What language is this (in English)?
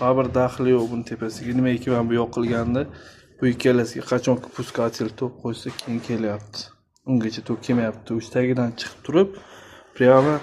Uzbek